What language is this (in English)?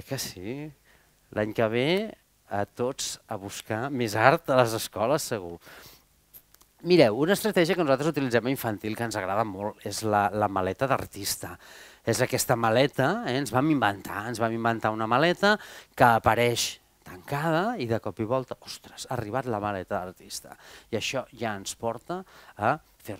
Catalan